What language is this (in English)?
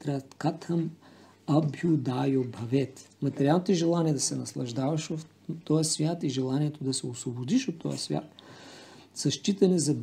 Bulgarian